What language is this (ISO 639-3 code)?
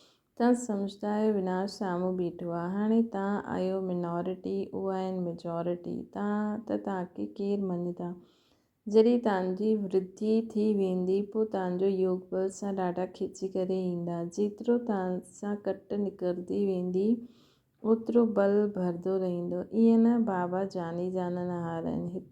snd